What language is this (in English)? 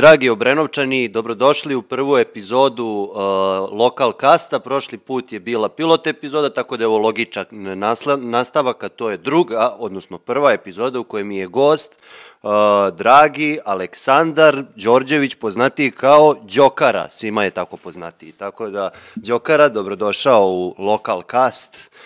Serbian